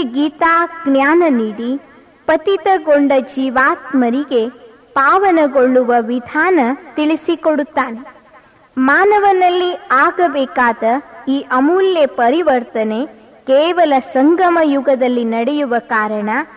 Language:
Kannada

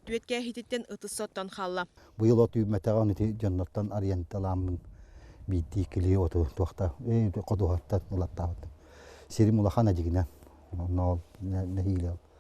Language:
Yakut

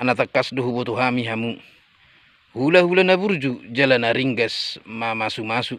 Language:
Batak Toba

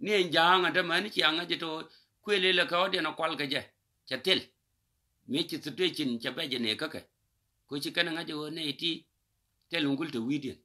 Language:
Nuer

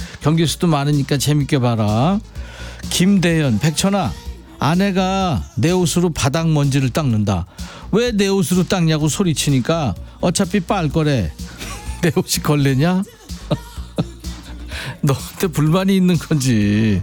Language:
Korean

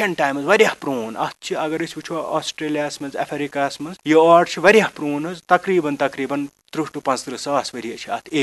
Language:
Kashmiri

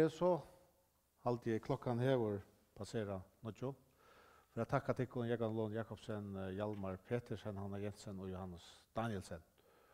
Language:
Faroese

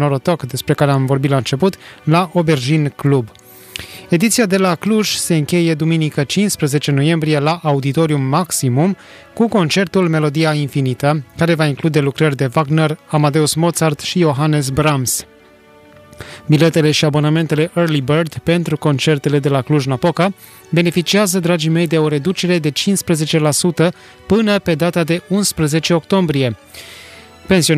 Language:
Romanian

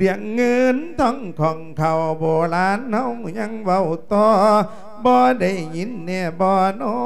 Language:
Lao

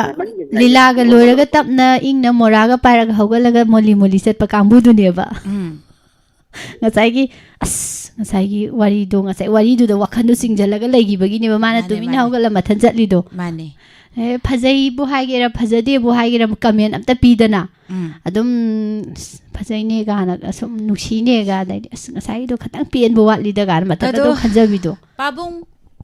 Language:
Manipuri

